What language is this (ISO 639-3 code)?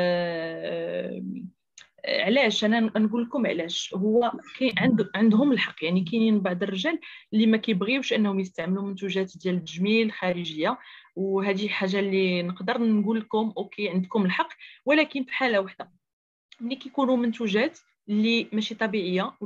ary